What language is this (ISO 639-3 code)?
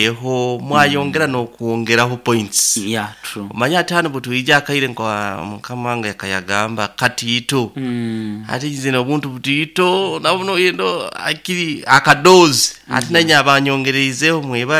nyo